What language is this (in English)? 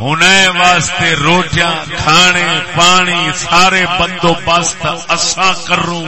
Saraiki